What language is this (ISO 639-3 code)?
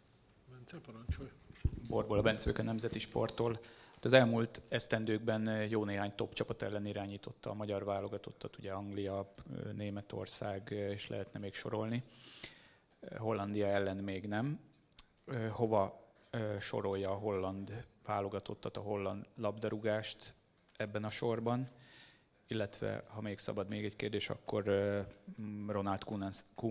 hun